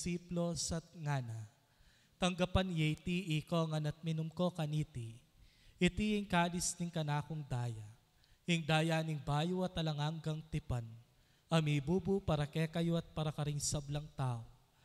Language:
Pampanga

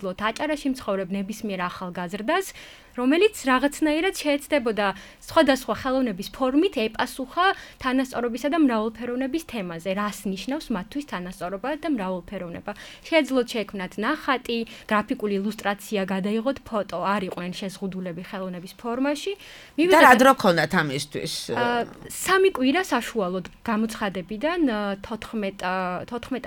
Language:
Georgian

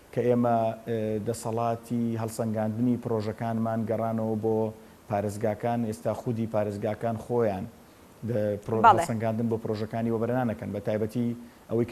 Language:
Central Kurdish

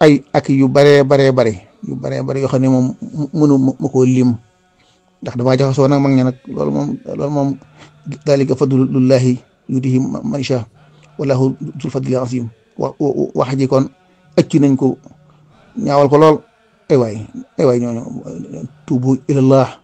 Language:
Wolof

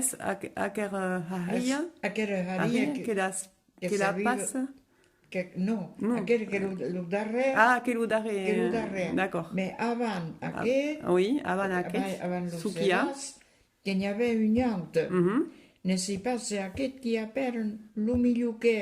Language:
Occitan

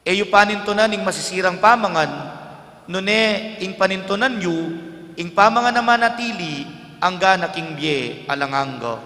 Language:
Pampanga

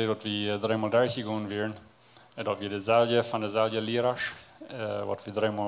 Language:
Plautdietsch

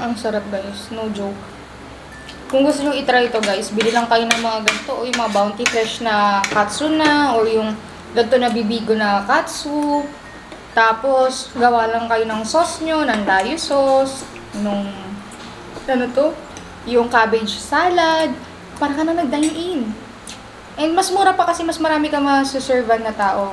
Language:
Filipino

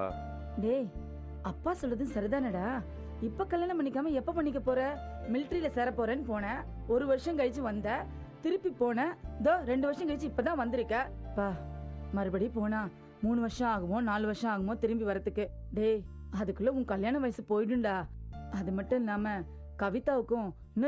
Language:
Tamil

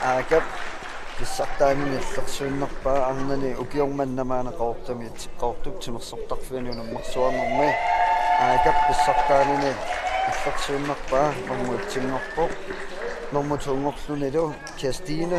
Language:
Kalaallisut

